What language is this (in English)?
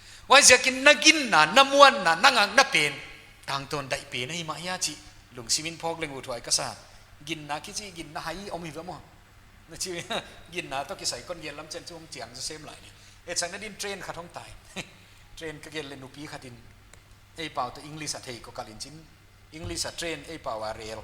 Paite Chin